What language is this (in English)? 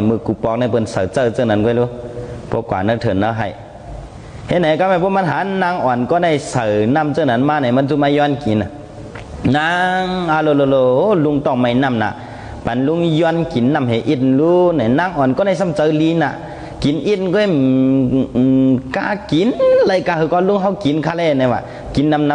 Shan